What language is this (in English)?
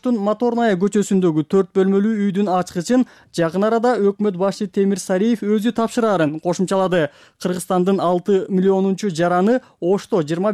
Kyrgyz